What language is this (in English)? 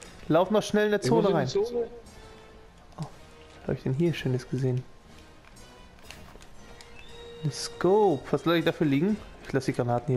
German